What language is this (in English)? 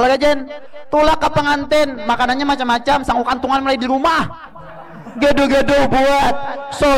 Banjar